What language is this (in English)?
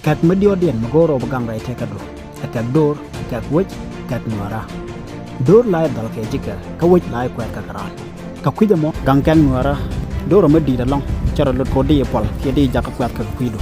Nuer